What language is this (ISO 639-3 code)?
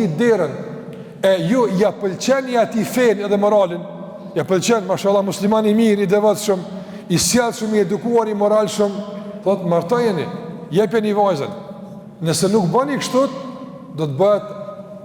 sqi